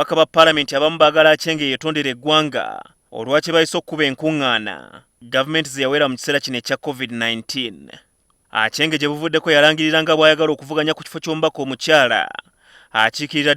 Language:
Ganda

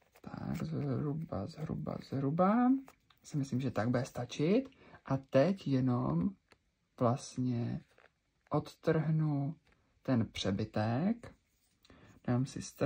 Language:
Czech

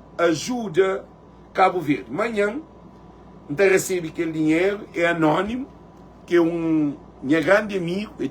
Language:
Kabuverdianu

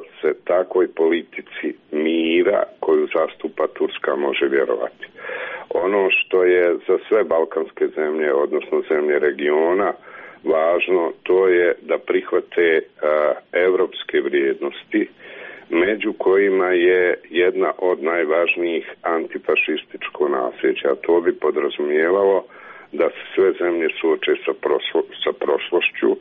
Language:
Serbian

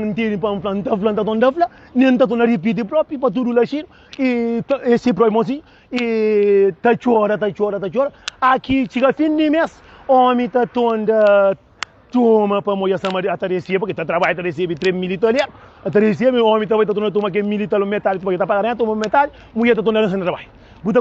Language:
Kabuverdianu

